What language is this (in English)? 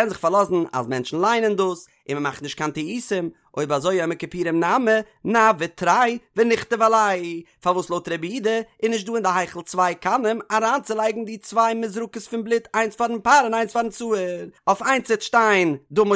Yiddish